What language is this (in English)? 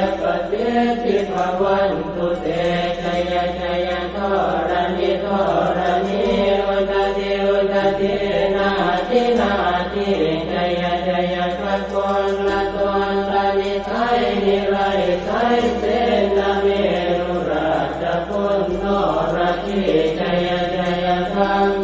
Pali